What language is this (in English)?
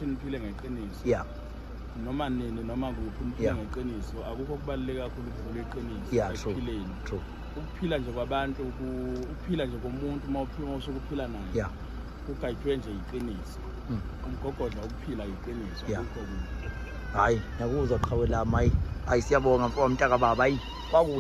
Zulu